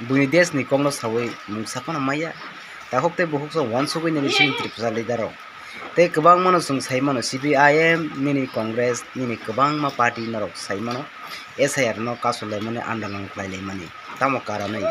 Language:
Kok Borok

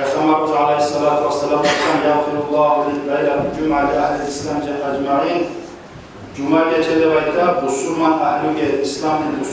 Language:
Kumyk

